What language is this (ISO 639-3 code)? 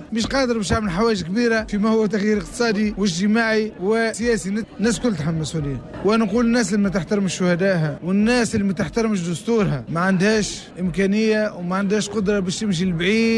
aeb